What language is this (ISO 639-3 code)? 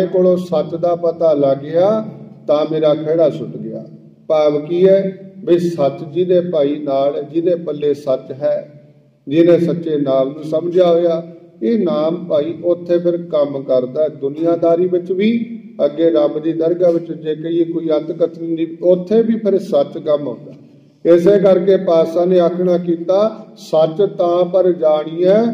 pan